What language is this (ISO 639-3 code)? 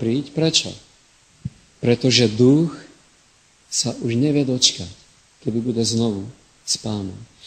slk